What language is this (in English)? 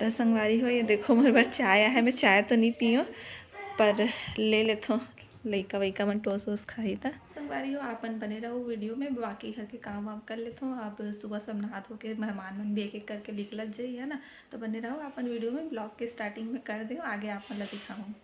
Chhattisgarhi